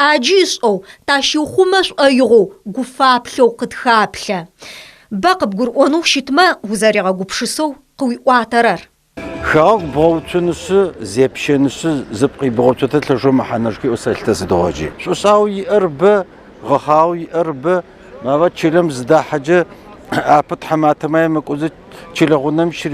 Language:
Adyghe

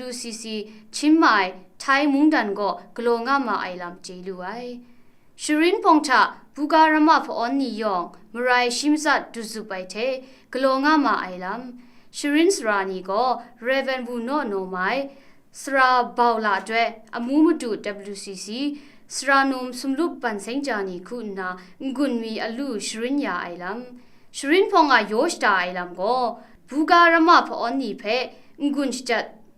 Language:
Kachin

